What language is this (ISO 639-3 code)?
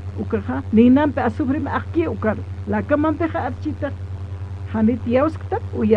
aym